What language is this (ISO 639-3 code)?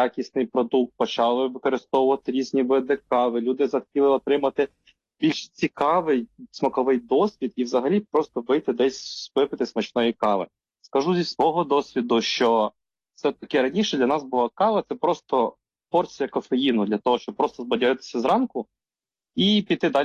ukr